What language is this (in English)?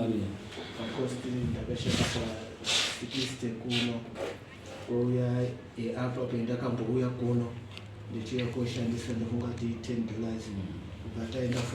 Shona